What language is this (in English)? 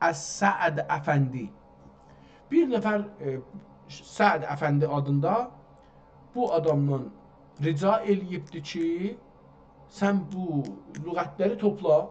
South Azerbaijani